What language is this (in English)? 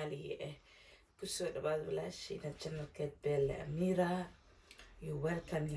Somali